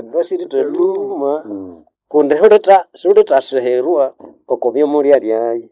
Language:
Nande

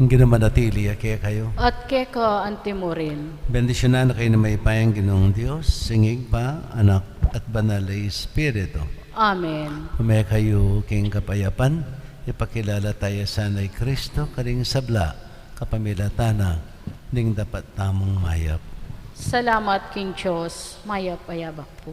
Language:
Pampanga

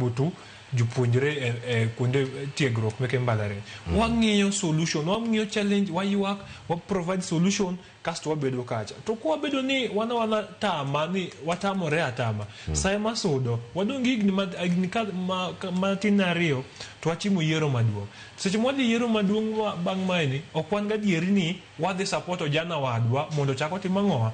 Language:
Luo (Kenya and Tanzania)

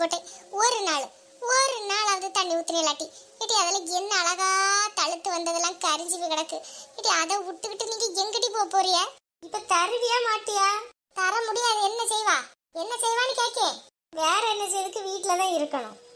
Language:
Tamil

